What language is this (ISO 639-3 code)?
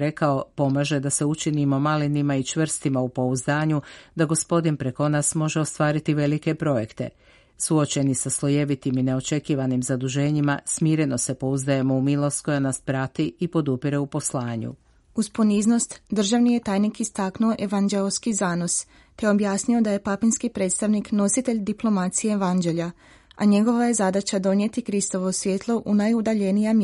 hrv